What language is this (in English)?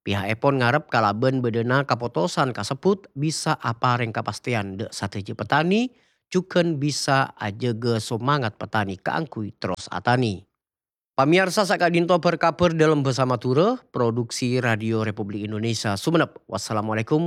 Madurese